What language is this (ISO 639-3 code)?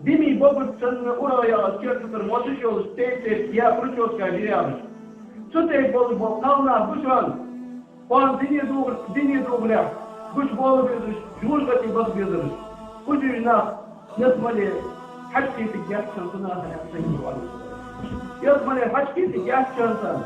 inh